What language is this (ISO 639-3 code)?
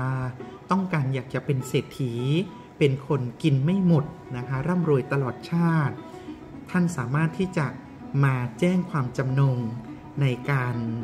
tha